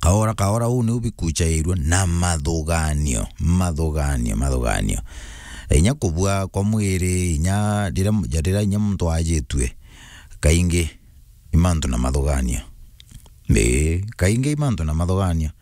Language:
Meru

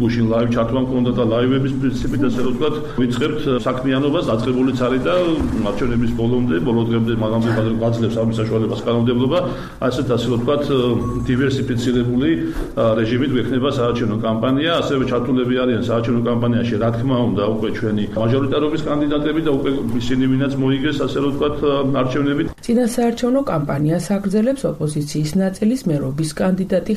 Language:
Georgian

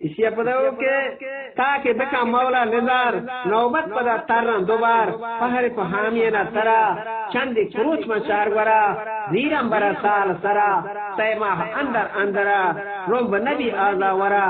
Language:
Eastern Balochi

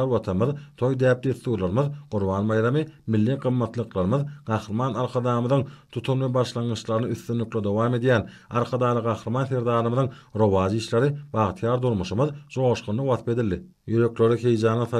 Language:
Turkmen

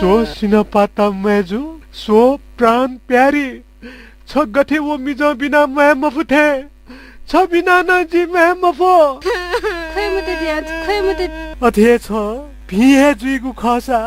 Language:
Newari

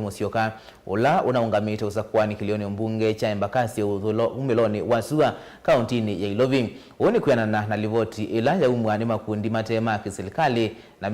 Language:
Kamba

